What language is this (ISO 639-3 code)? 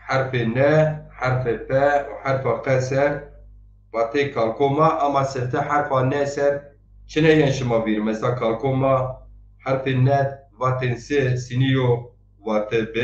zza